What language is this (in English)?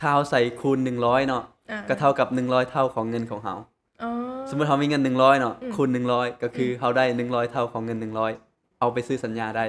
Lao